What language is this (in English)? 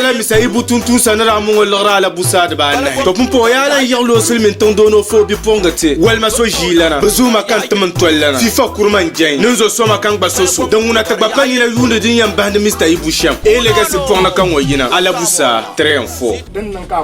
Dagbani